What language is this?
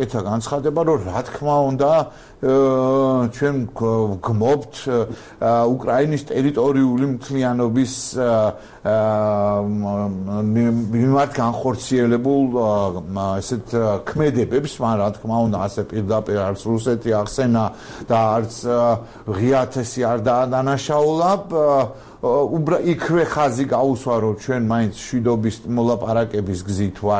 Georgian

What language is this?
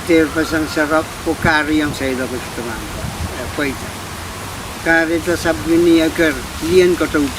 Pohnpeian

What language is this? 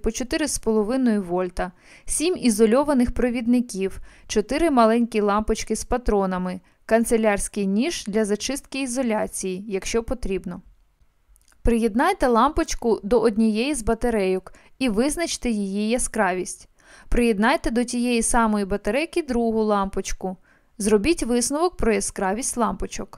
Ukrainian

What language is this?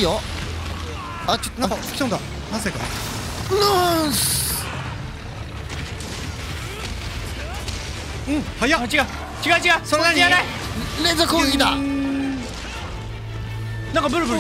Japanese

